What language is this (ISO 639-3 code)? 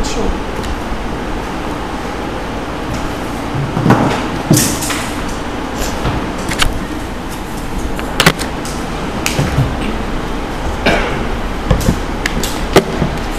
por